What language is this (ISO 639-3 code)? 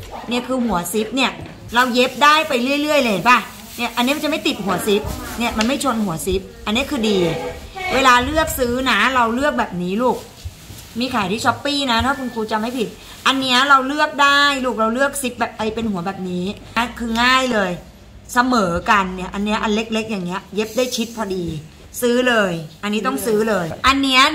tha